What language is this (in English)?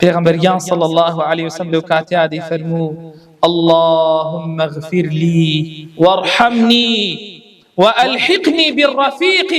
Central Kurdish